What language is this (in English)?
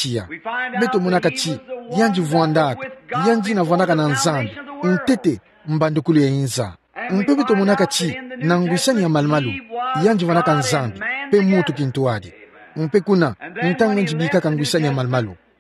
Kituba (Democratic Republic of Congo)